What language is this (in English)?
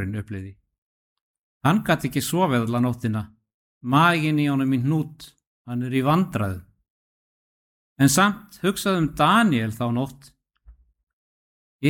Icelandic